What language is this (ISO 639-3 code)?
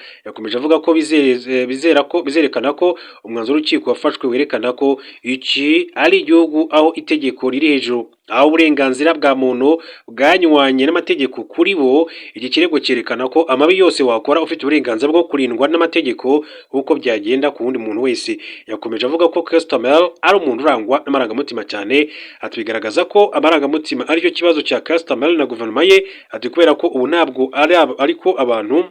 kin